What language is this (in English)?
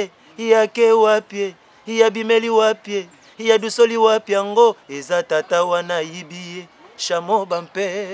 Lingala